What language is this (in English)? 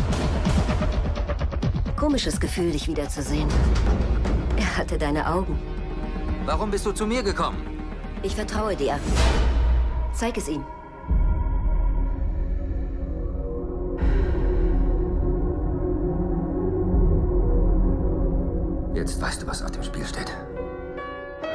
German